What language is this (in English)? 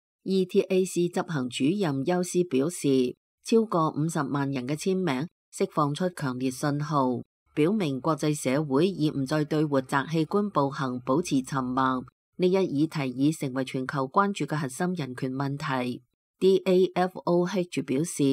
Cantonese